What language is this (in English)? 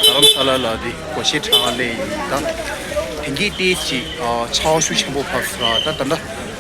Tibetan